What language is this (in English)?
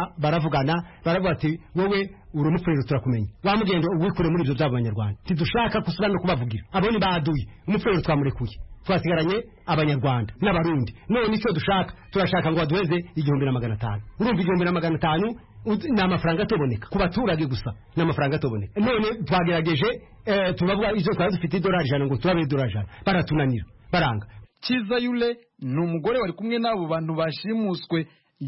Kinyarwanda